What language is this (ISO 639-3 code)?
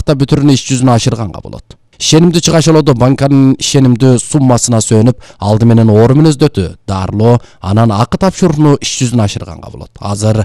kir